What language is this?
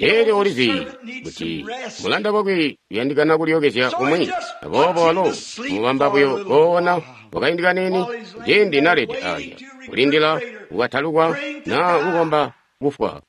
Tonga (Zambia)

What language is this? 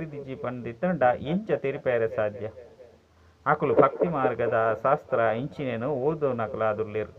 Tulu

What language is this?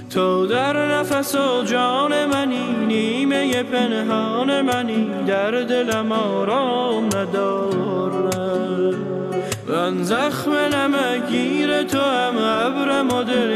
Persian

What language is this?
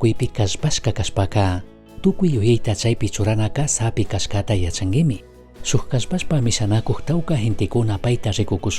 Chimborazo Highland Quichua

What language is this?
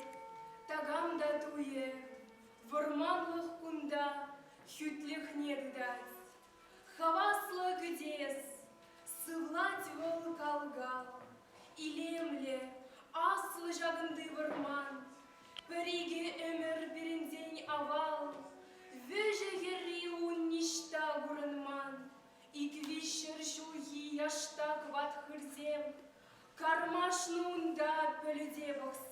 Chuvash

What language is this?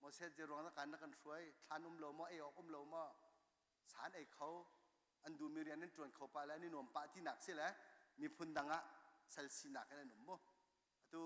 Hakha Chin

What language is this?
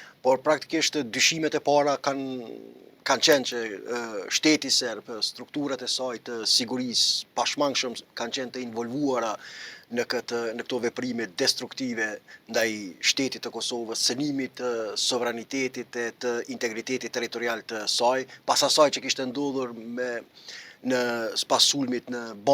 Albanian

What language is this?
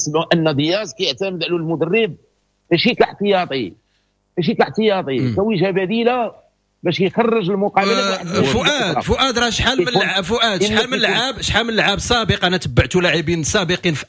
Moroccan Arabic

